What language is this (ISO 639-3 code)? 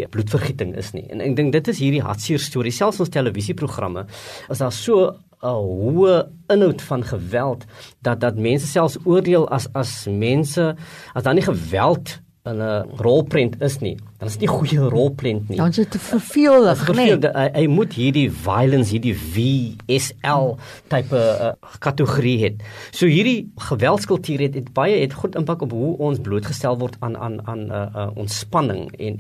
afr